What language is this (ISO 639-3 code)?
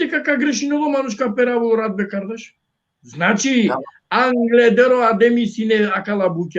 rmn